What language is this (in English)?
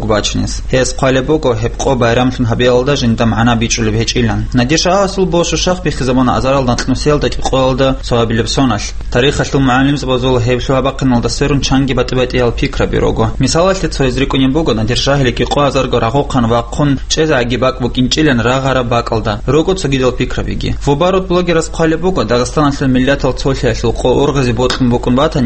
Avaric